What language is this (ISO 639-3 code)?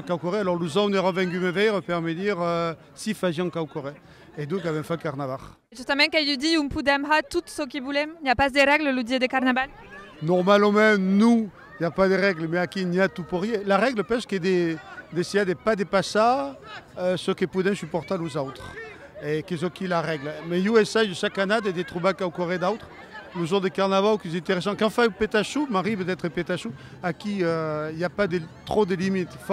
oci